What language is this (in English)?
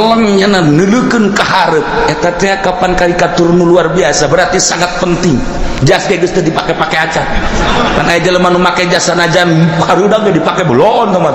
Sundanese